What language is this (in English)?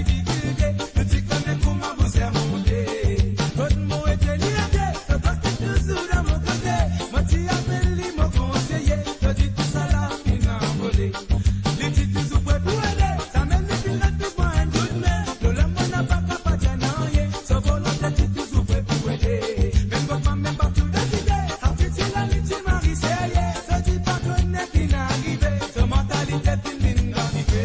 Morisyen